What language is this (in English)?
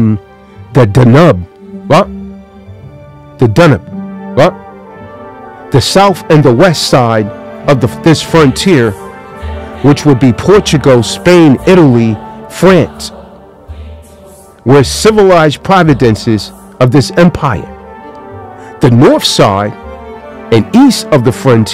English